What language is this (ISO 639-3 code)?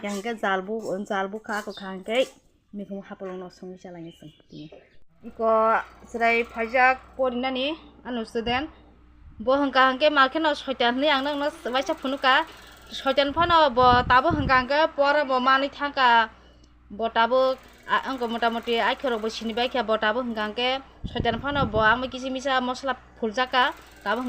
trp